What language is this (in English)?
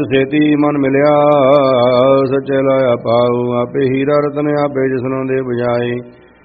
Punjabi